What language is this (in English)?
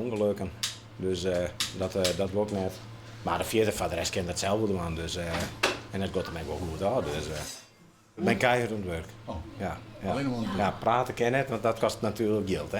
Western Frisian